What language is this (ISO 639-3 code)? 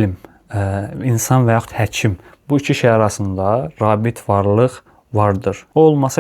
aze